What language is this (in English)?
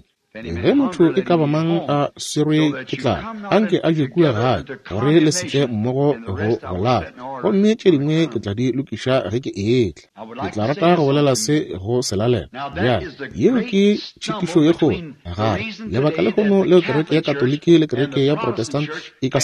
Northern Sotho